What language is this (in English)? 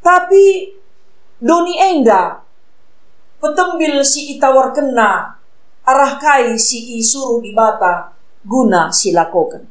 Batak Karo